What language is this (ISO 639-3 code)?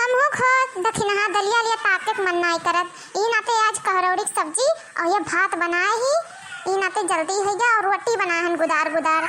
awa